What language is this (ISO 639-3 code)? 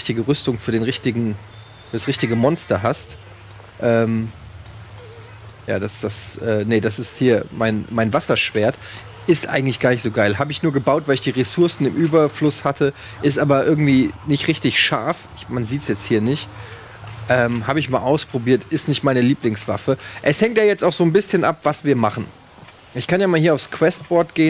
deu